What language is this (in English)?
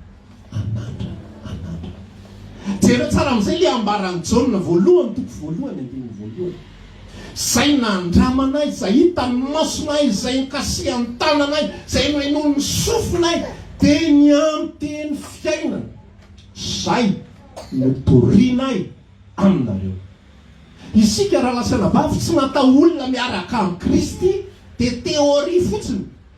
Malagasy